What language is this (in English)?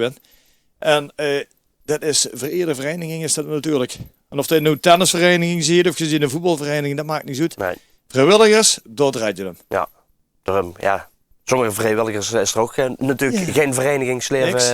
Limburgish